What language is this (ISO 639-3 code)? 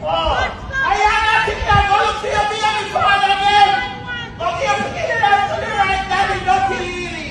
jam